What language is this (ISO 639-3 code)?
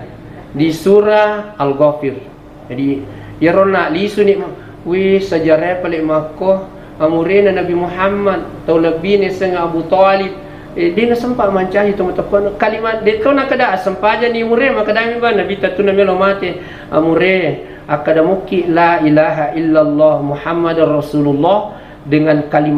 bug